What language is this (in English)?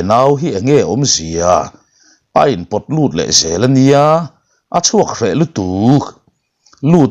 Mizo